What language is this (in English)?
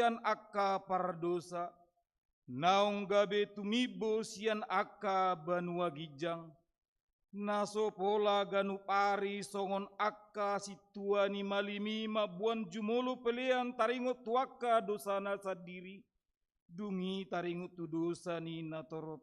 Batak Toba